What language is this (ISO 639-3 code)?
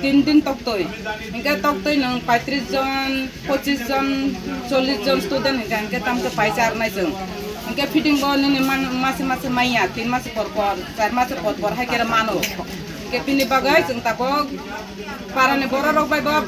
trp